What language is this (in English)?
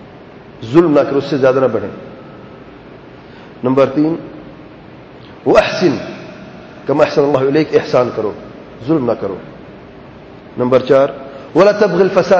Urdu